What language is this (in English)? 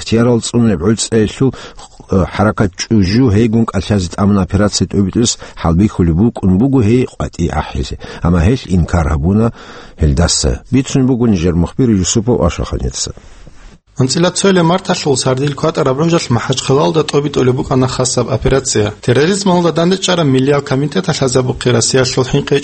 Avaric